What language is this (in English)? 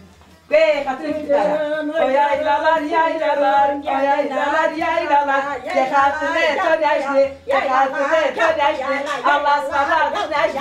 Zaza